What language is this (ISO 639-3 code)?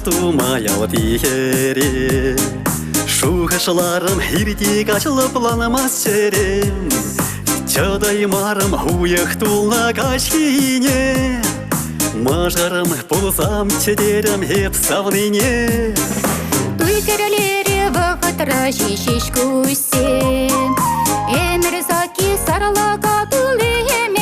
chv